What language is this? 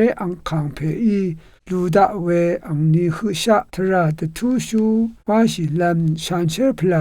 Rawang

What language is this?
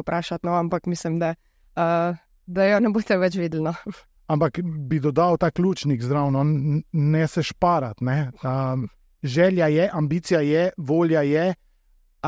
Slovenian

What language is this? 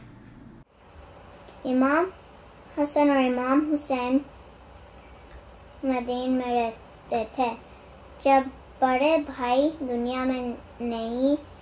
Urdu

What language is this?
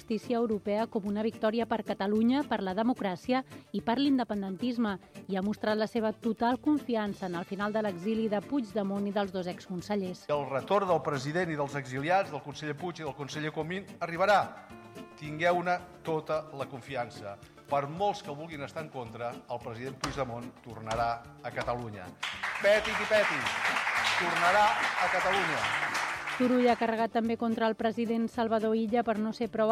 Catalan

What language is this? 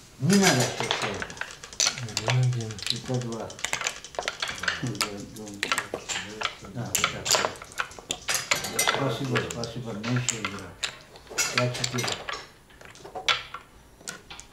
Russian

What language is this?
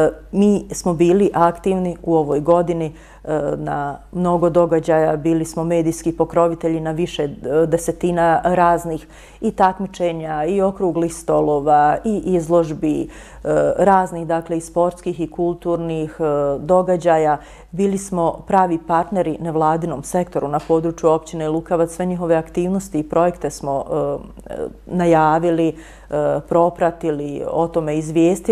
Bosnian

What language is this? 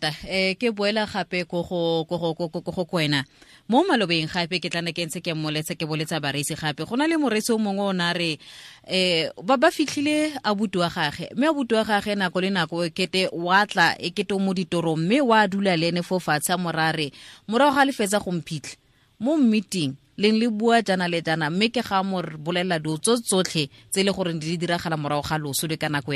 Tswana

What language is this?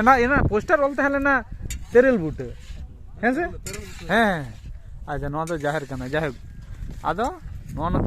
Santali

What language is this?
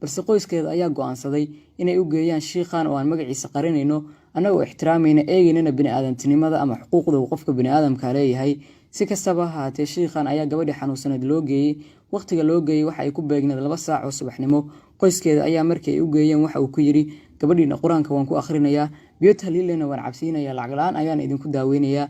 Somali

